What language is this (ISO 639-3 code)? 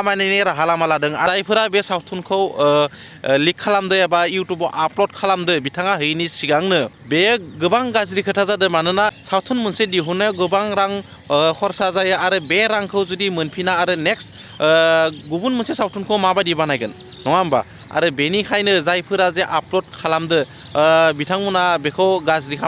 brx